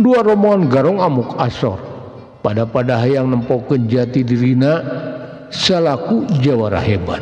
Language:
Sundanese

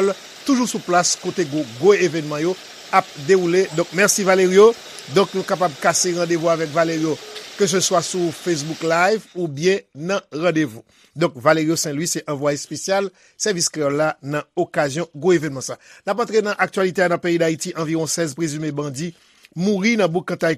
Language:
Haitian Creole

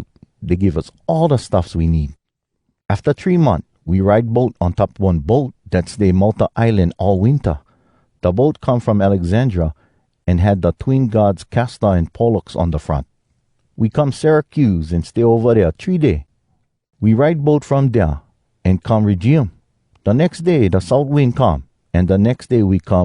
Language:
Hawai'i Creole English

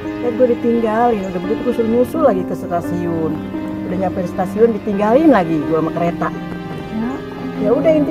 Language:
Betawi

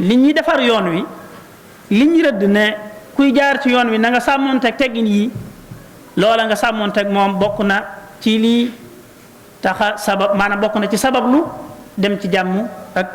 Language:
Wolof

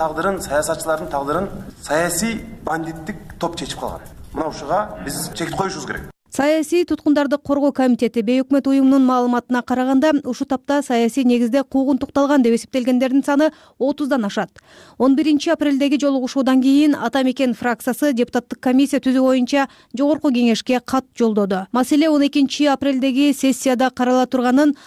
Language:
Kyrgyz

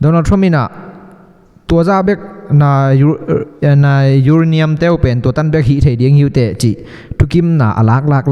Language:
Tedim Chin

